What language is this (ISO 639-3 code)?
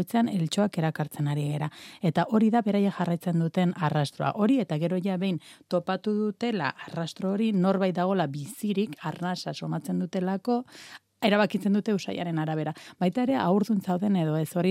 eus